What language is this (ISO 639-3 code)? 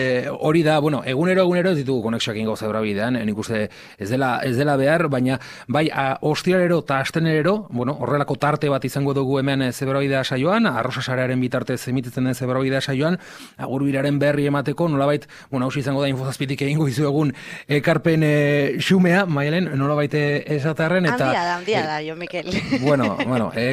eus